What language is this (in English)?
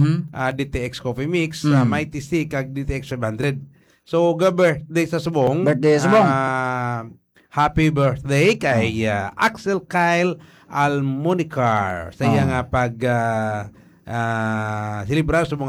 Hiligaynon